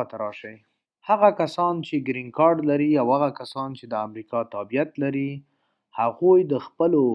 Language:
Pashto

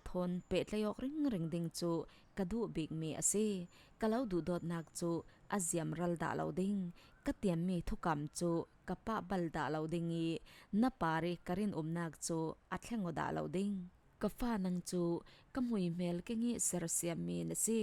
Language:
Falam Chin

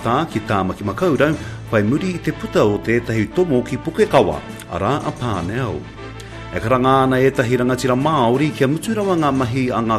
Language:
Māori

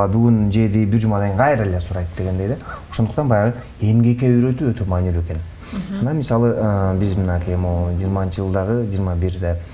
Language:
Kyrgyz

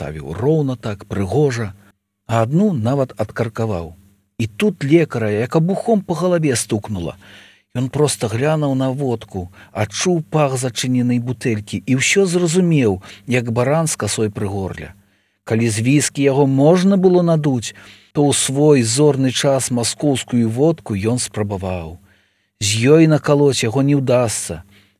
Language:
Belarusian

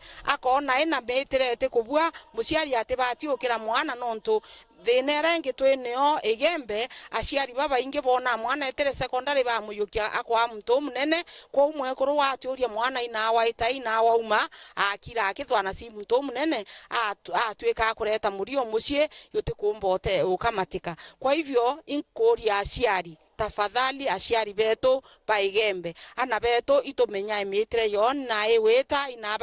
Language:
Meru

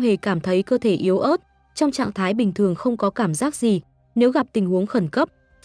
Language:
Vietnamese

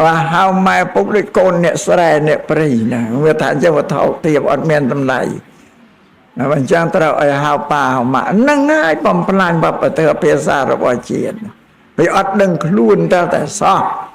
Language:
Khmer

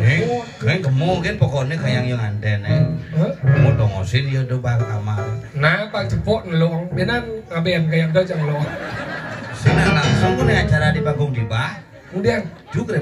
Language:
Balinese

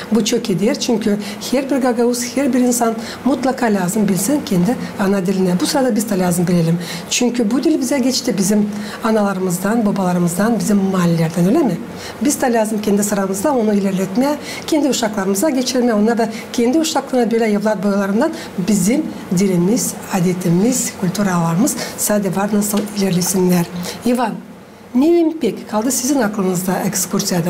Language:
Gagauz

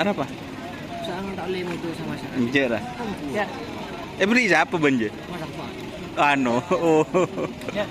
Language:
Madurese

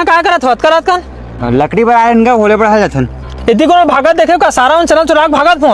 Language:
Chhattisgarhi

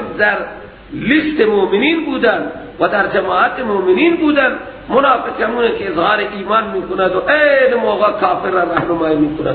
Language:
Persian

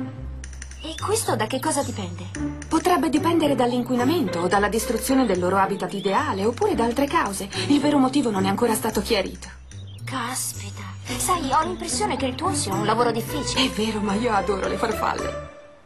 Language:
Italian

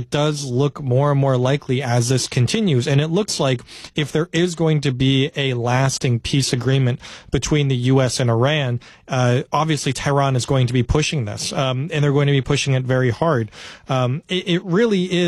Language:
English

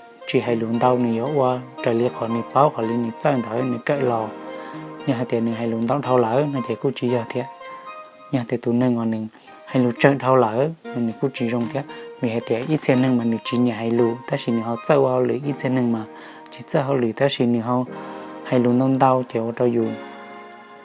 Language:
Hmong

